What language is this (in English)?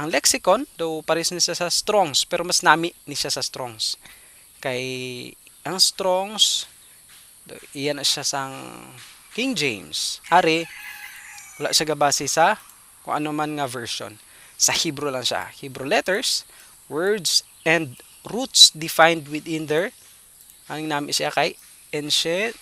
Hiligaynon